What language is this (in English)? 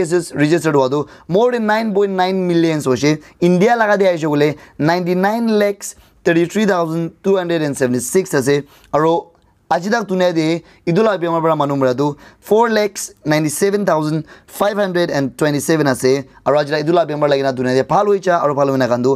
Naga Pidgin